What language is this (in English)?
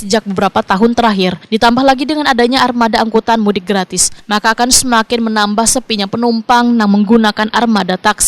Banjar